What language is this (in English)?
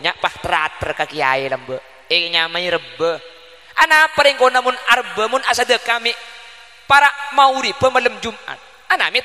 Madurese